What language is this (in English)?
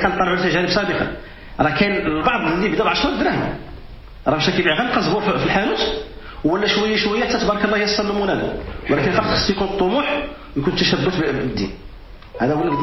Moroccan Arabic